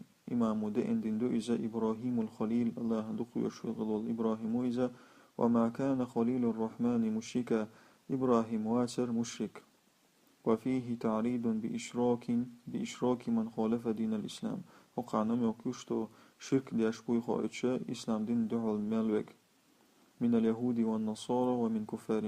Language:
Chechen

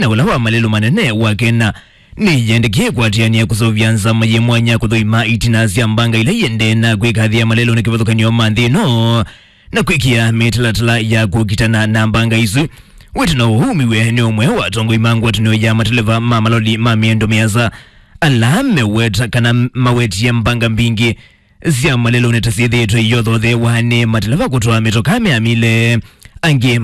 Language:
Kamba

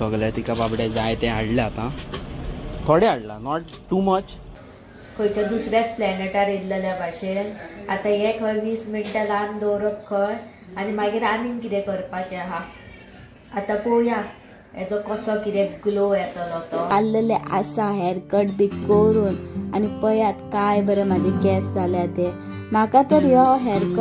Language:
Konkani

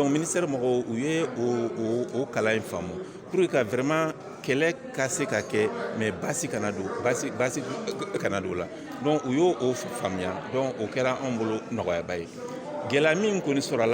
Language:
Bambara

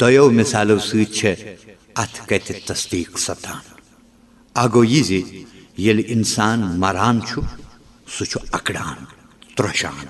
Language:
Kashmiri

